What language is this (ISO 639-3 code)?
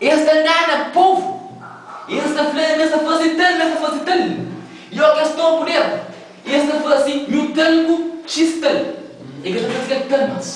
kea